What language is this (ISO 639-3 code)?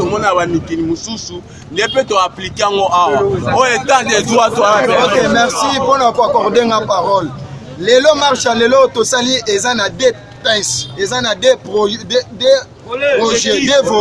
lin